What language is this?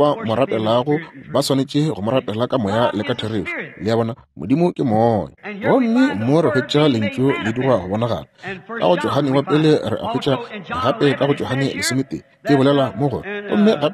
Northern Sotho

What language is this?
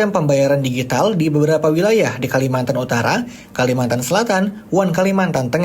Banjar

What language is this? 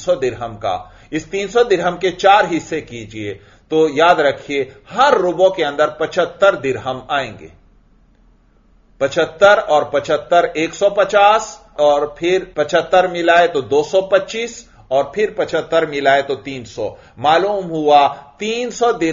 Urdu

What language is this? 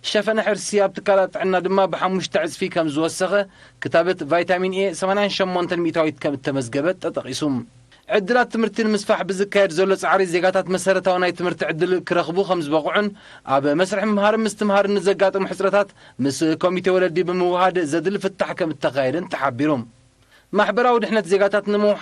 Tigrinya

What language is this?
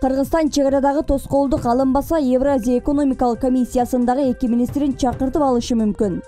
Kyrgyz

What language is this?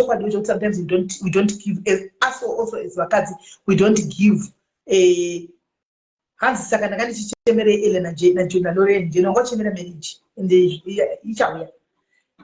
Shona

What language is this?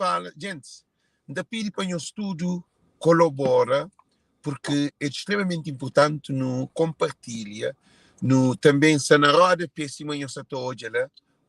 Kabuverdianu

